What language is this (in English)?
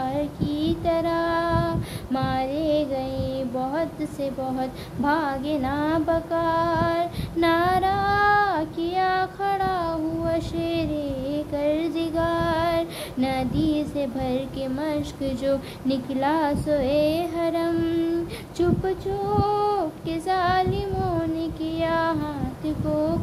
Urdu